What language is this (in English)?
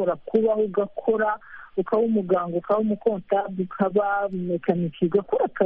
Kinyarwanda